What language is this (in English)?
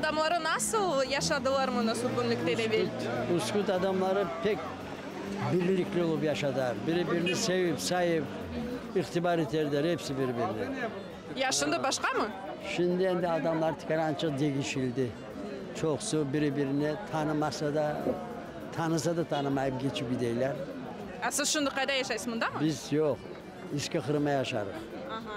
Crimean Tatar